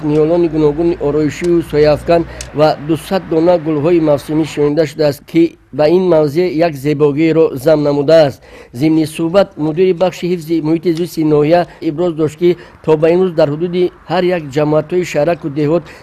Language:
Tajik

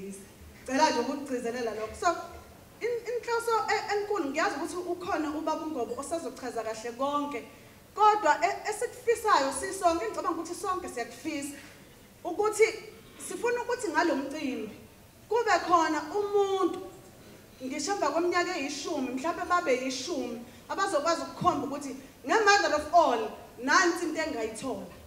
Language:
Zulu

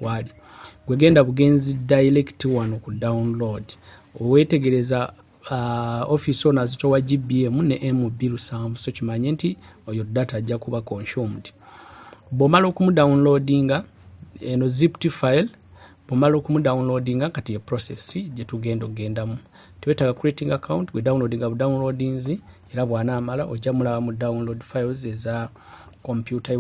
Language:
Ganda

